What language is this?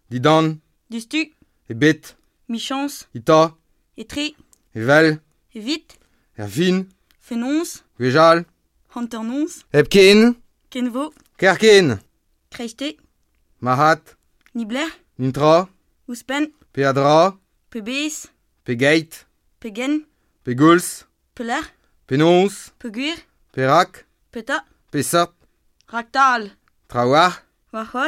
Breton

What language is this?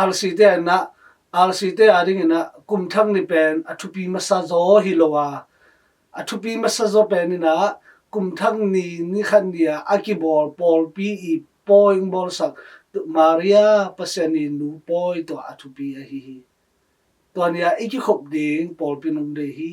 Tedim Chin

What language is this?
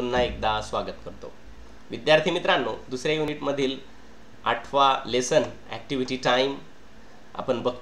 Marathi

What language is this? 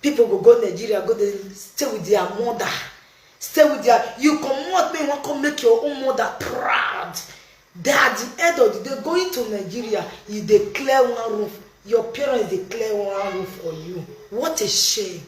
Nigerian Pidgin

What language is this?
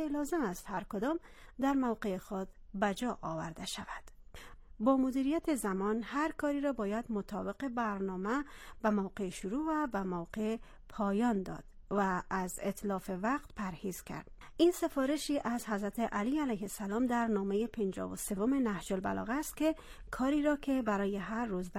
Persian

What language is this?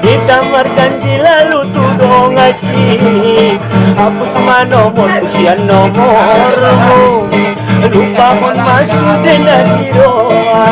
Batak Angkola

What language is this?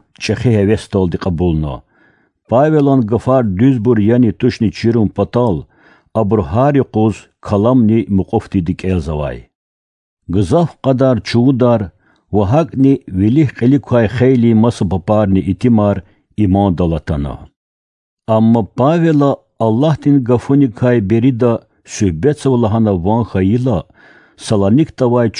Lezghian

